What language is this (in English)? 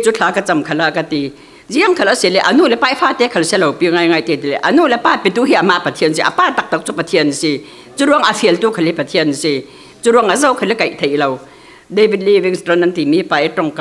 Falam Chin